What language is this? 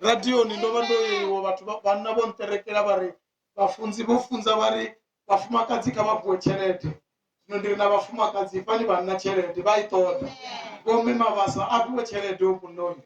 Venda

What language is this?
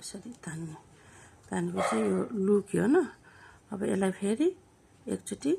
Nepali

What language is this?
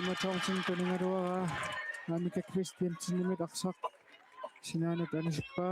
Kalaallisut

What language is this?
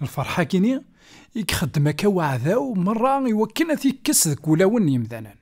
Kabyle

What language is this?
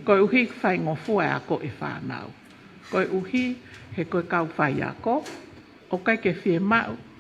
Tongan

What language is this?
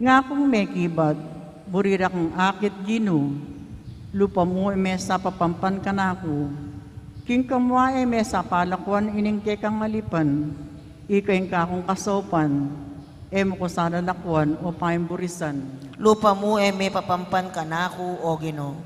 Pampanga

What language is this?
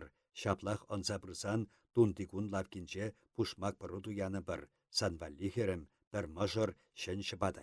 Chuvash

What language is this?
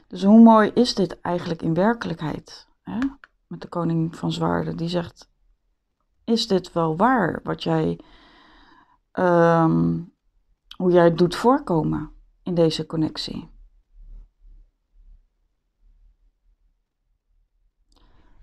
Dutch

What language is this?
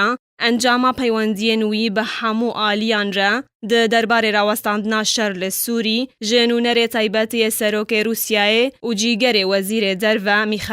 Kurdish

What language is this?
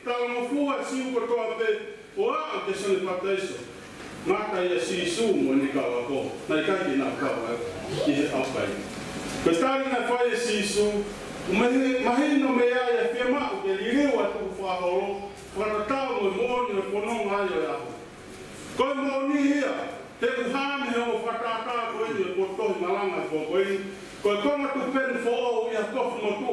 Tongan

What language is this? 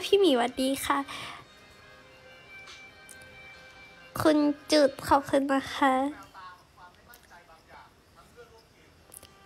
Thai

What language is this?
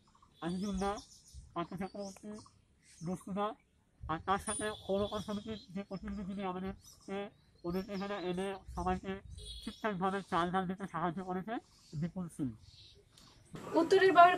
Bangla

